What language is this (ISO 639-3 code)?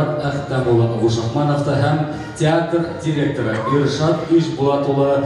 bak